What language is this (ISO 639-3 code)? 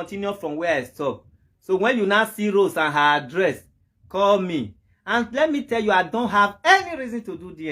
pcm